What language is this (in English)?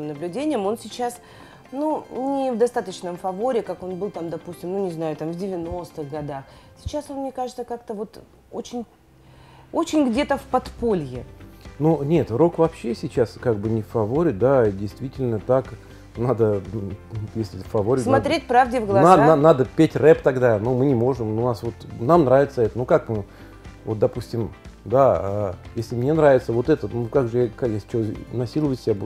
Russian